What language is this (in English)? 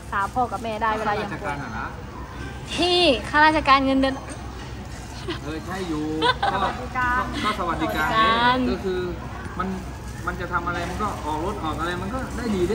Thai